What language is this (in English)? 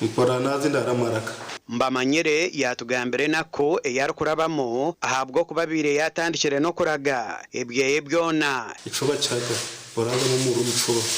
Nyankole